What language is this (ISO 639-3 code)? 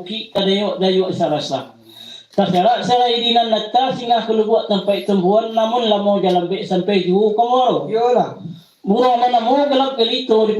min